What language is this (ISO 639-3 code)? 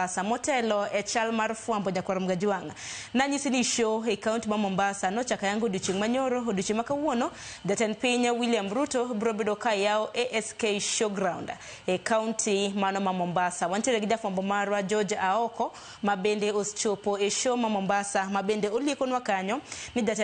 luo